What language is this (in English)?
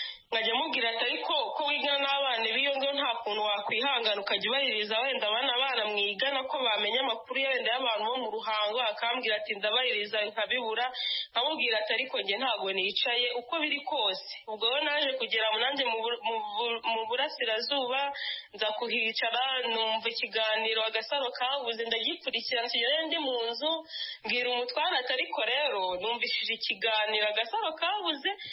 Kinyarwanda